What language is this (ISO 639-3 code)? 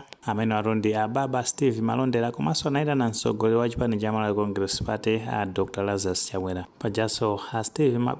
nya